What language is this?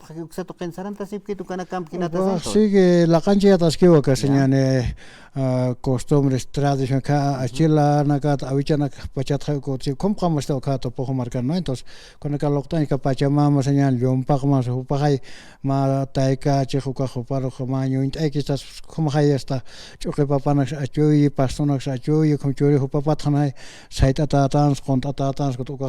Aymara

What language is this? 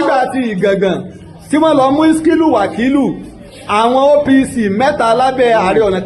Yoruba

